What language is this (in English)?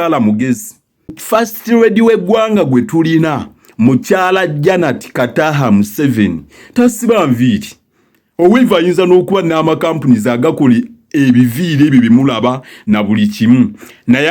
Ganda